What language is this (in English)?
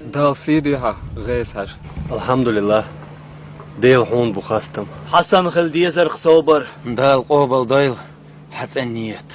Chechen